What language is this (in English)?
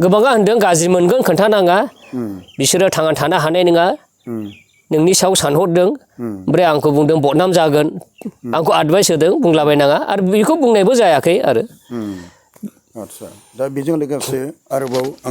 Bodo